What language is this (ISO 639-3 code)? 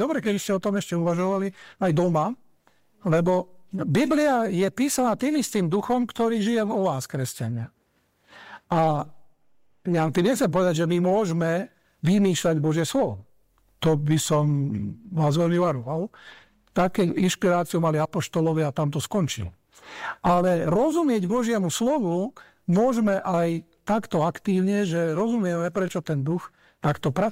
slk